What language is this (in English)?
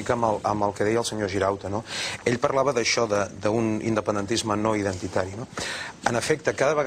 Catalan